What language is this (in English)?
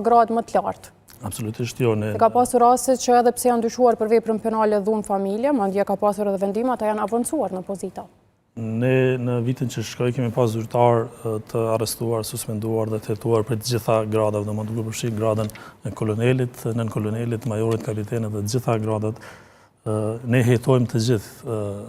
Albanian